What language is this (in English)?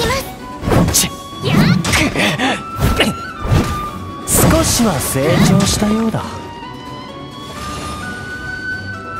Japanese